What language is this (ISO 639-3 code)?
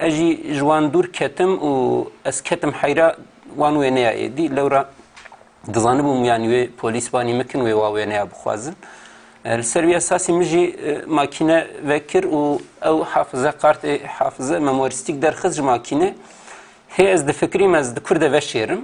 kur